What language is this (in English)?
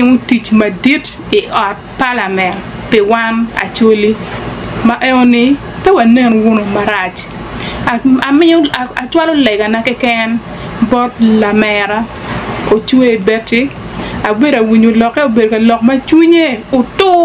Acoli